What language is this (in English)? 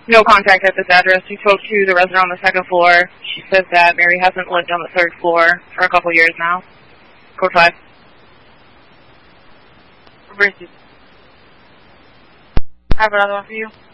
English